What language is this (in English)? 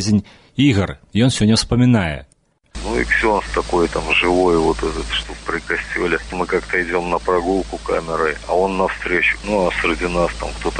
Belarusian